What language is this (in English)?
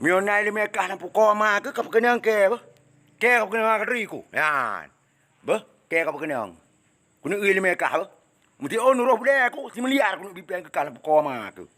Achinese